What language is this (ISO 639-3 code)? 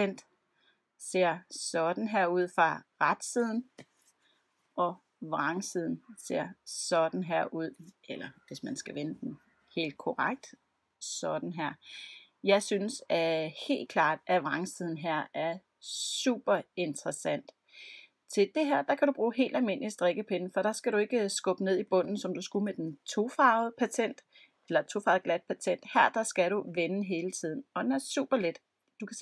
dan